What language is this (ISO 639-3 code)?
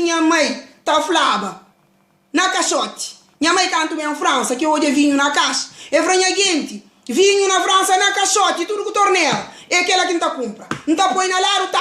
kea